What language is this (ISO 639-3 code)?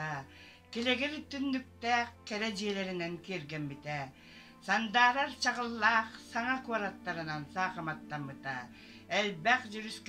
sah